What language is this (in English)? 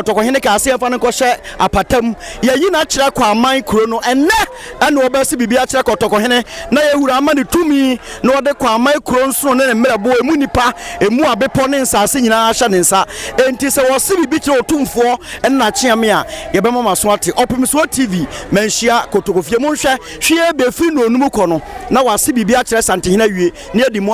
Akan